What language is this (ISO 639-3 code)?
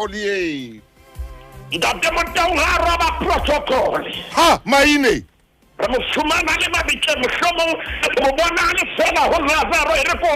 sot